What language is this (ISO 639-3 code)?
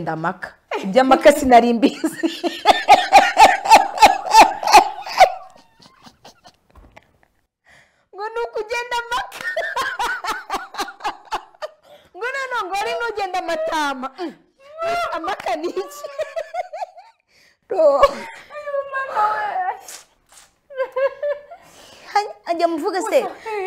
kin